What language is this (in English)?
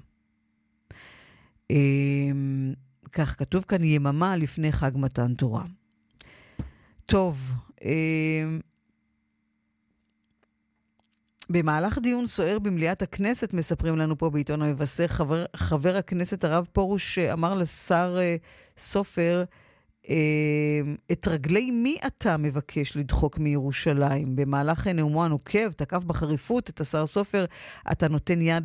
Hebrew